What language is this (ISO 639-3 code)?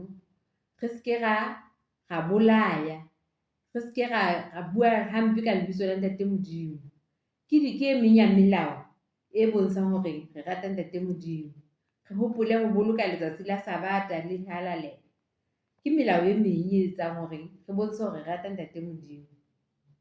sot